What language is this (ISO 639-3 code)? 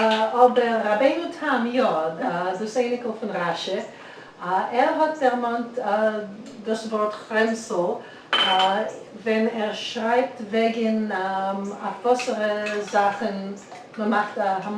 yid